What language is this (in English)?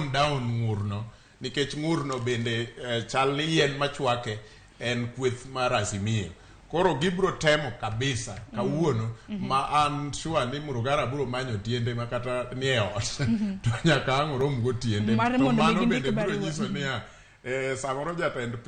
Luo (Kenya and Tanzania)